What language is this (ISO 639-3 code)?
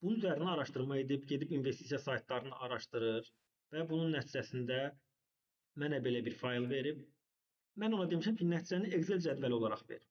aze